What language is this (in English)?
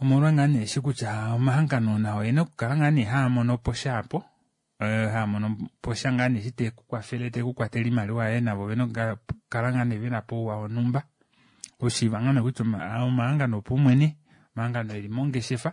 Kuanyama